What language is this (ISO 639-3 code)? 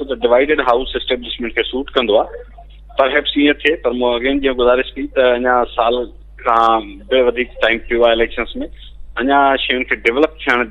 snd